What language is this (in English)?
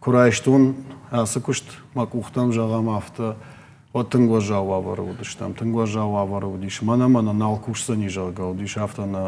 Ossetic